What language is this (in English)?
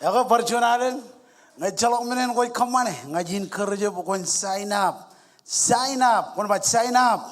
Marshallese